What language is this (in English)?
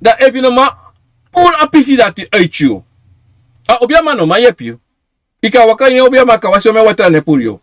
Sranan Tongo